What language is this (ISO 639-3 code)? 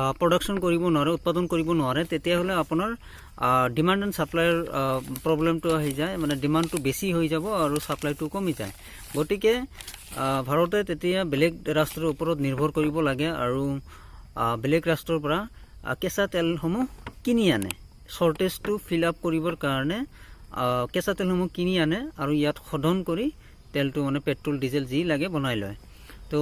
asm